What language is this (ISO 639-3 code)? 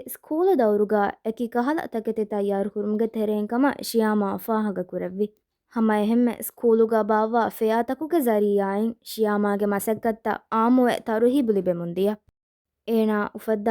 div